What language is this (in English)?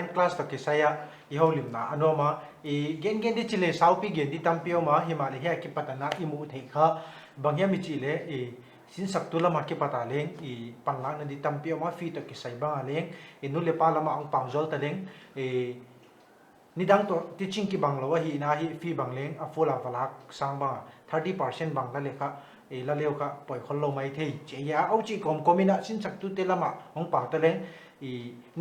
Paite Chin